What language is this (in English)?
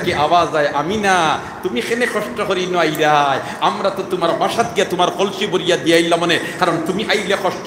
Sylheti